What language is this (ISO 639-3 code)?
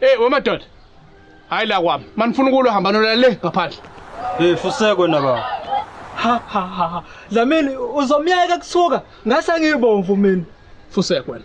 zul